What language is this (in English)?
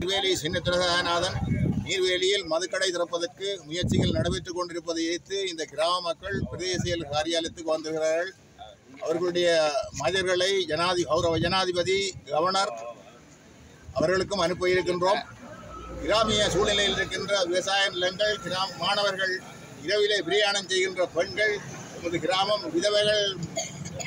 Tamil